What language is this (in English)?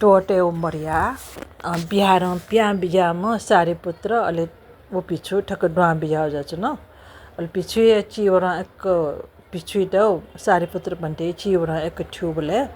Newari